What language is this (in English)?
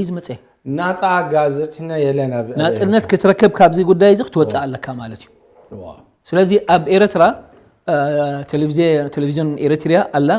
Tigrinya